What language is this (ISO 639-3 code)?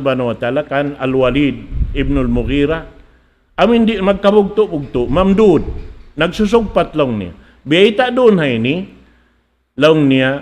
tsg